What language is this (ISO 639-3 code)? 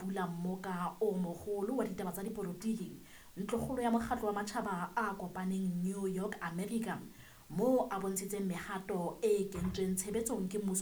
sot